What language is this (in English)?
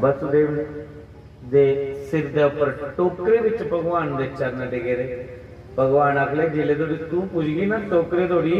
Dogri